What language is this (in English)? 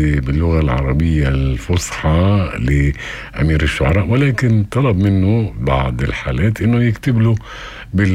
North Levantine Arabic